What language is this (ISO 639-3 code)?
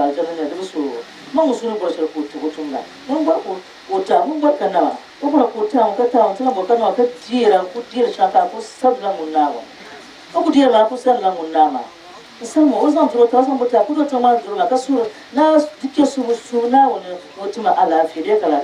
dag